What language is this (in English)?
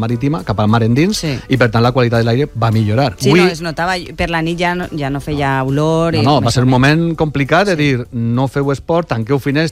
Catalan